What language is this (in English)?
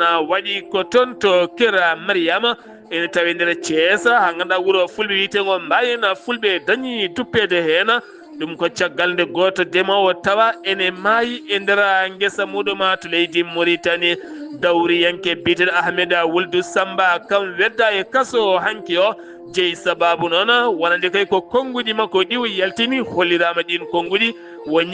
Fula